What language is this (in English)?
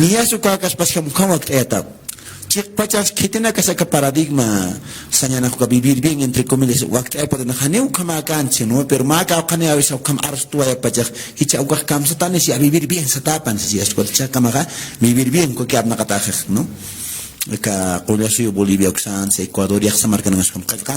Aymara